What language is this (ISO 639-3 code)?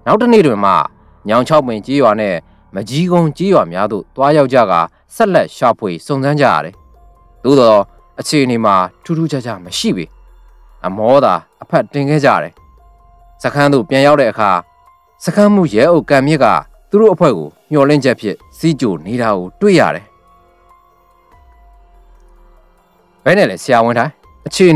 mya